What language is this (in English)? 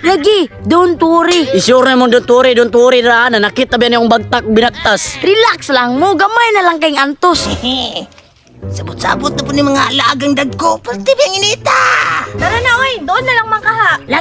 Cebuano